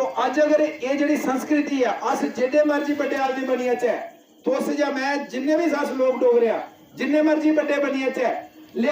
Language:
Dogri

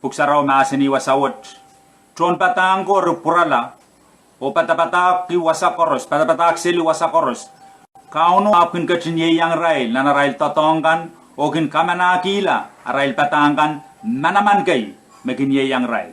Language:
Pohnpeian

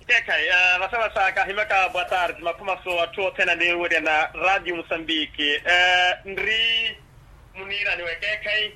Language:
Makhuwa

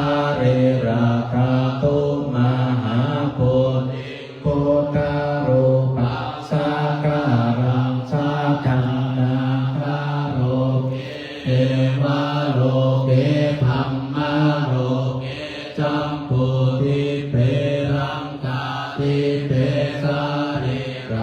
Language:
Pali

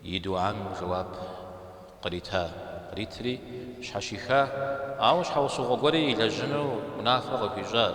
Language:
Kabardian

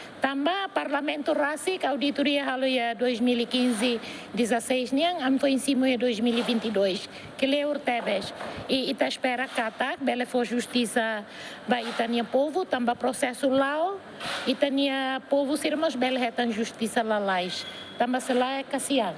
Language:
Tetum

